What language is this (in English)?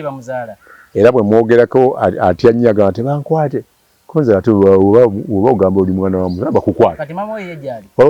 Ganda